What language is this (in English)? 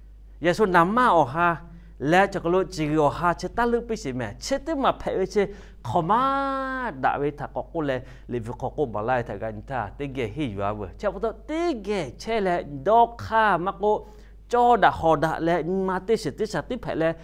Lahu